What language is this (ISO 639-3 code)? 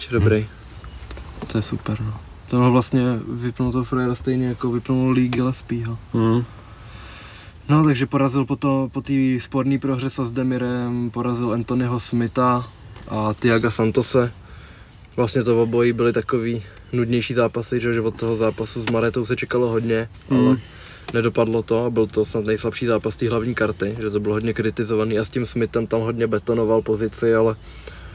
ces